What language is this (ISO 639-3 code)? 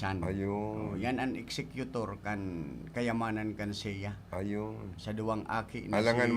bik